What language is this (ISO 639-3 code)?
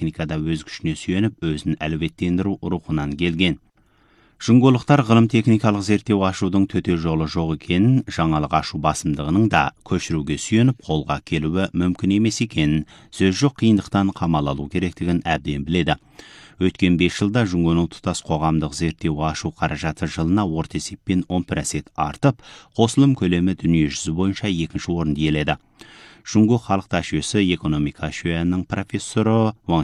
kaz